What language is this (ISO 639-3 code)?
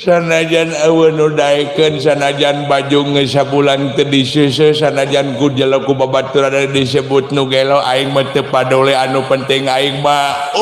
sun